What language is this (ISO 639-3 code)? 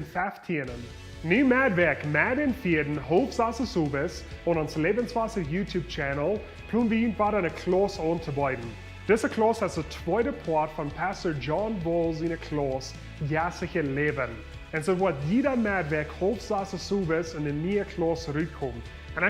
pdt